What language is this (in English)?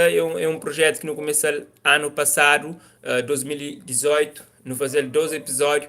Kabuverdianu